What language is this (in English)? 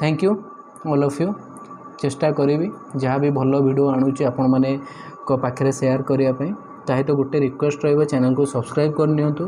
Odia